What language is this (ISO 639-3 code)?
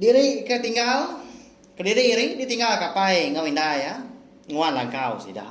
iba